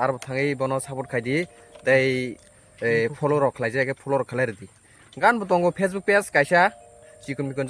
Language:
Kok Borok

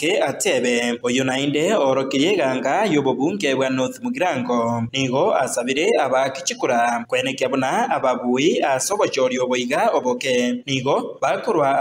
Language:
Gusii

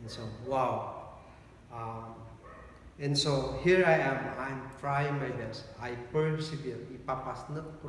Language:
Kankanaey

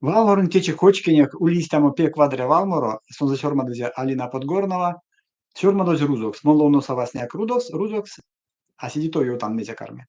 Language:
Erzya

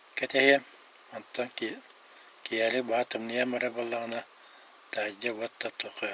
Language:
Yakut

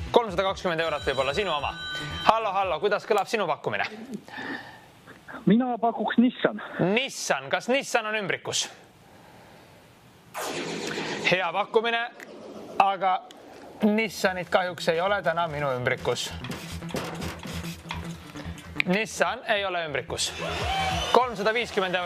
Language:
Estonian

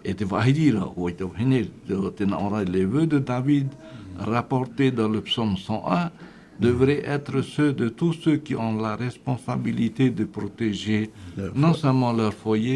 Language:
Tahitian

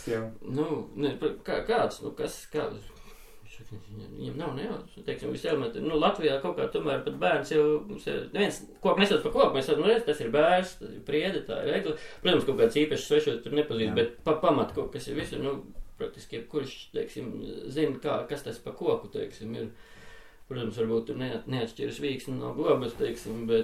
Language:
Latvian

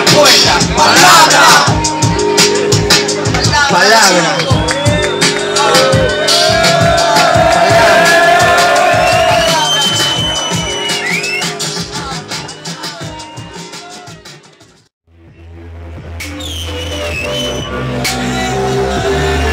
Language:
Spanish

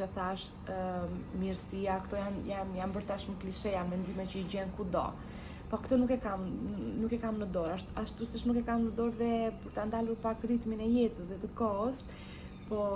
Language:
Albanian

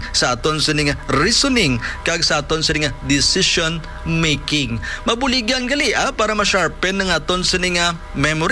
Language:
Hiligaynon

